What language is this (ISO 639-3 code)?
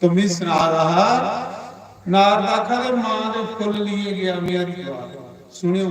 doi